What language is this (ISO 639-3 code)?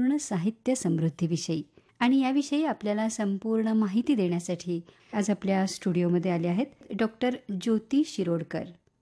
mar